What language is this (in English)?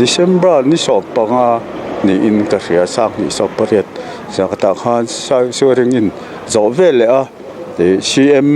Mizo